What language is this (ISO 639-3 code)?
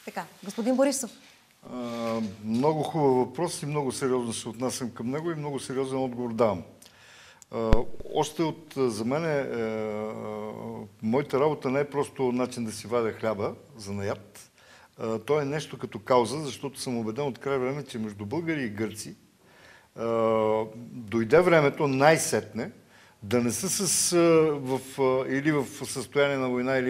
bul